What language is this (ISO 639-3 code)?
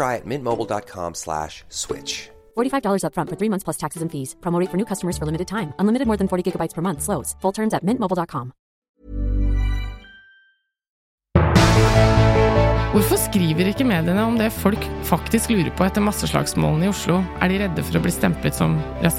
nor